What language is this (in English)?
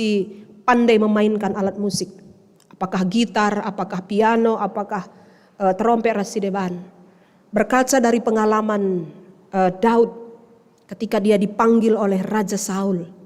Batak Karo